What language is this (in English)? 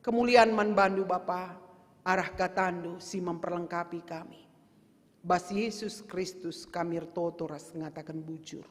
Batak Karo